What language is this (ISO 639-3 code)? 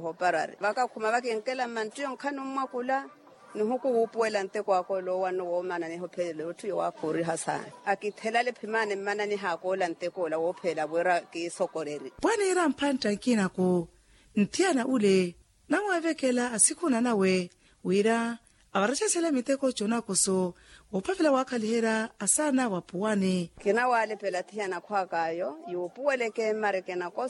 vmw